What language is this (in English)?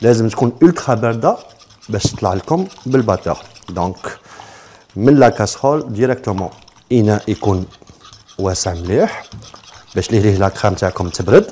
Algerian Arabic